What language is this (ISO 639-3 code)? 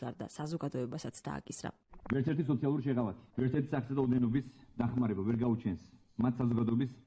kat